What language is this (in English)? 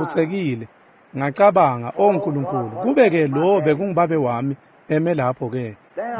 Swati